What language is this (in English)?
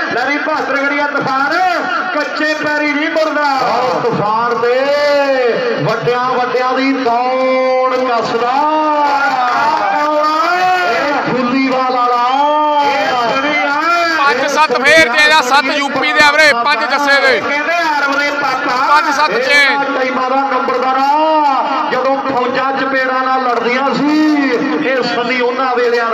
Punjabi